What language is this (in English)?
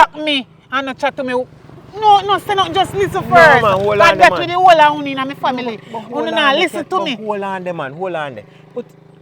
Jamaican Creole English